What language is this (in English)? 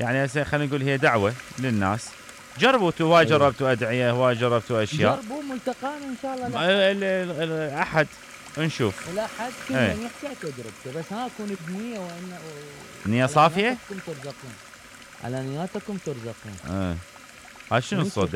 Mesopotamian Arabic